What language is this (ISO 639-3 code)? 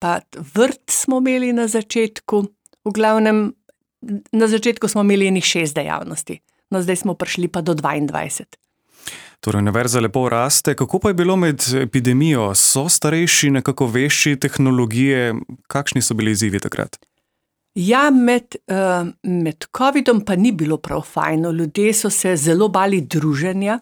slv